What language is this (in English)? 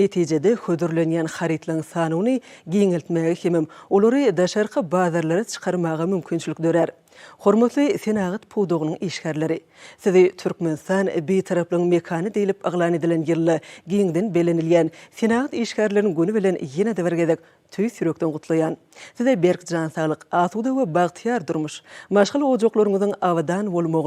Turkmen